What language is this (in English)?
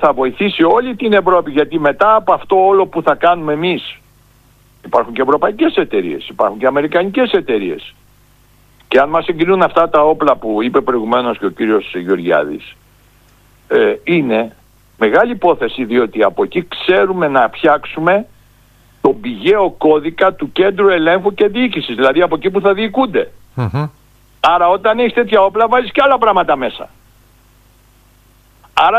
Greek